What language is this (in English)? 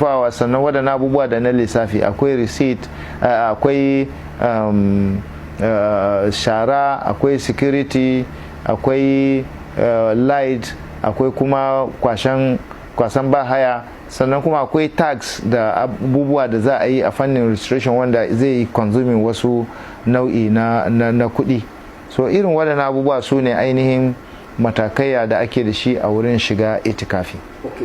Hausa